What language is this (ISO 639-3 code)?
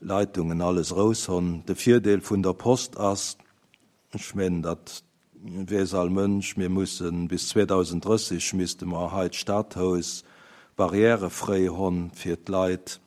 ltz